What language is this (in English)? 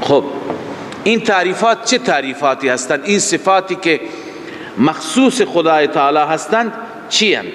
Persian